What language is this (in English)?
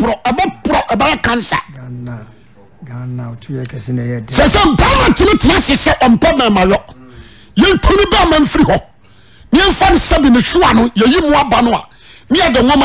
Akan